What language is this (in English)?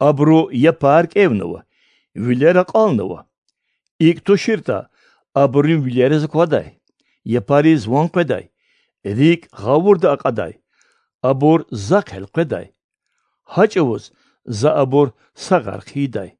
Lezghian